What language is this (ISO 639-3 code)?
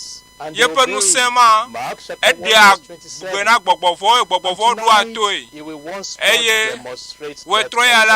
ewe